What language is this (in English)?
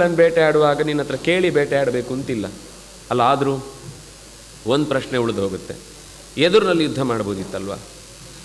Kannada